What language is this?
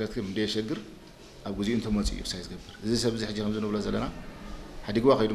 Tigrinya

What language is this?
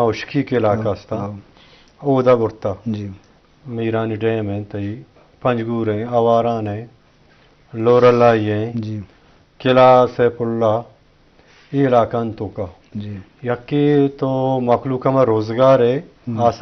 Eastern Balochi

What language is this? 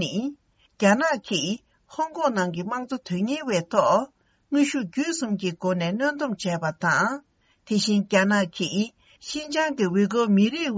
Tibetan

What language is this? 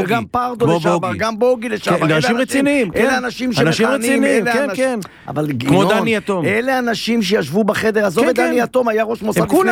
Hebrew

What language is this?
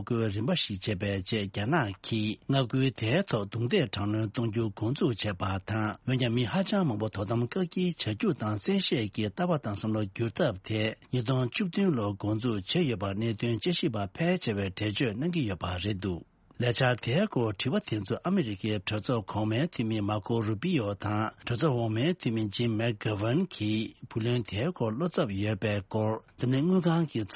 Tibetan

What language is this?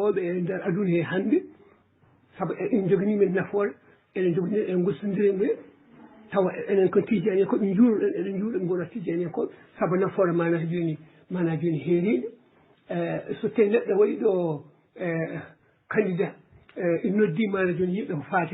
Fula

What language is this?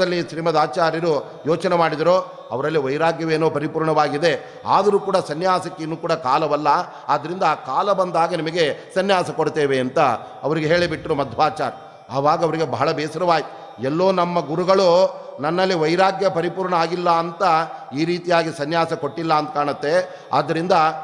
Kannada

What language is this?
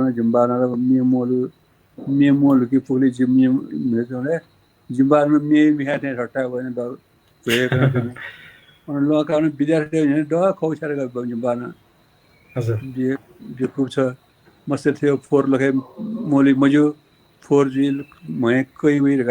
Newari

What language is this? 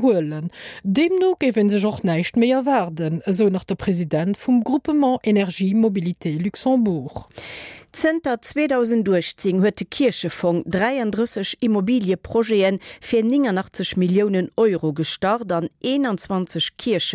Luxembourgish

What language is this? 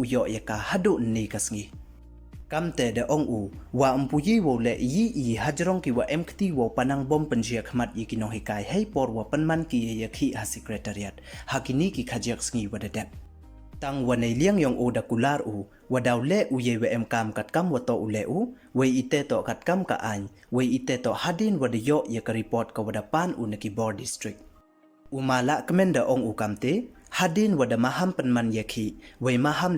Pnar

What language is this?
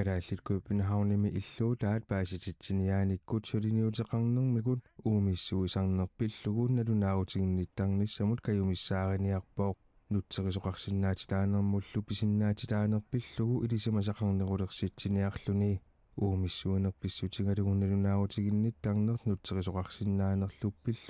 Kalaallisut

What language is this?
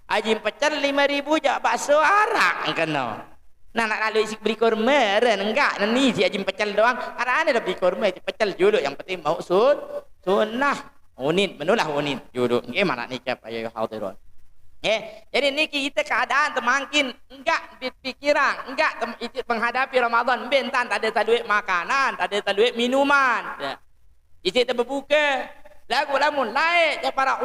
Sasak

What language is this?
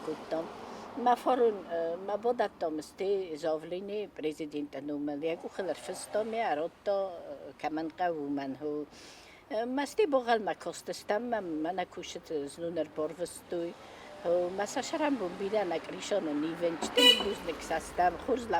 Ossetic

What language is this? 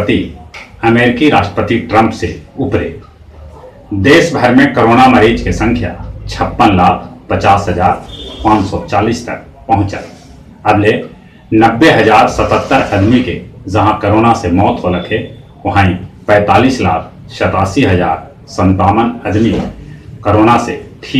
Magahi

